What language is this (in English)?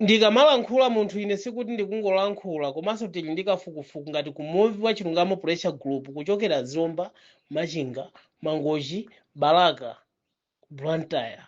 Nyanja